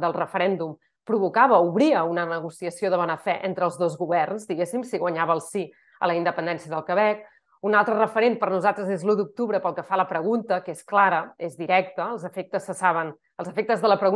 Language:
Catalan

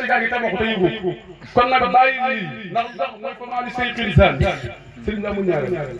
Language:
Wolof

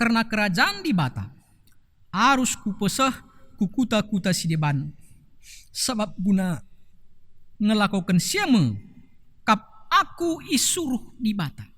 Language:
Batak Karo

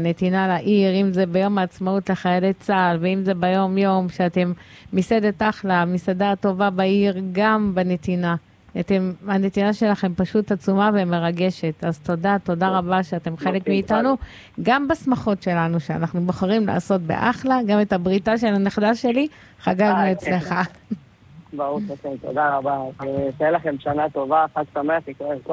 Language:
Hebrew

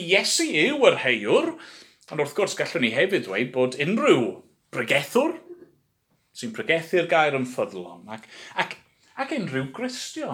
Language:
Welsh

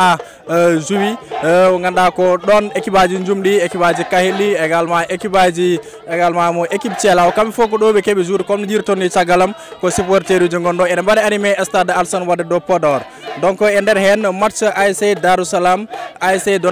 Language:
Fula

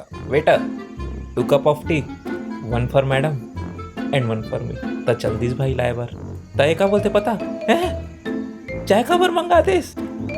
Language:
Chhattisgarhi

